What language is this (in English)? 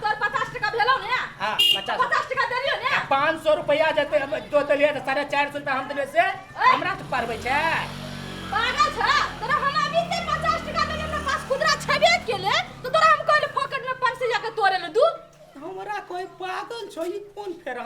Maithili